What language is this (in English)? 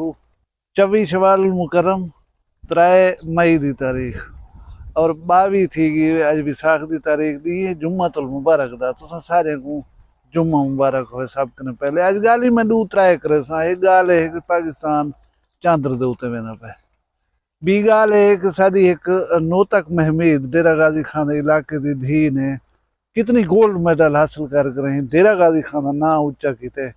Saraiki